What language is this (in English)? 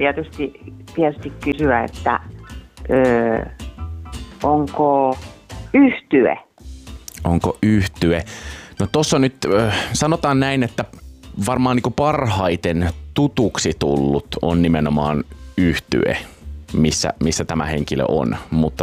Finnish